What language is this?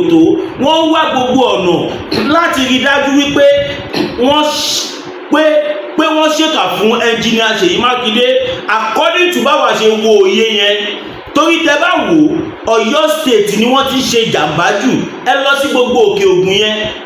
Yoruba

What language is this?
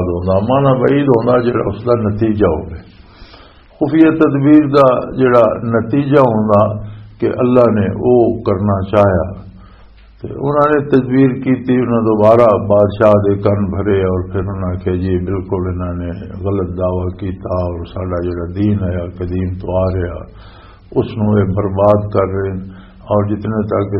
Western Panjabi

